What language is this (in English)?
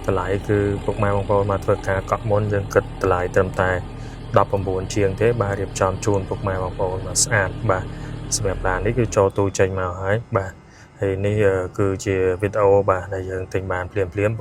Khmer